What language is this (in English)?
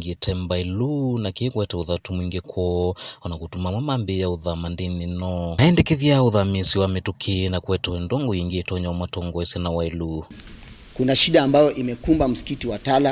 Kamba